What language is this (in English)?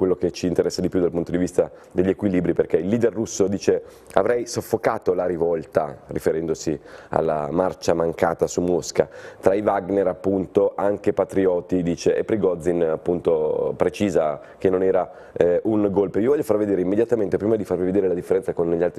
Italian